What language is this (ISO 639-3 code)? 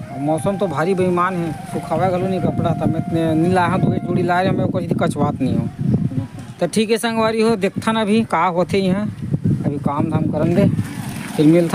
hne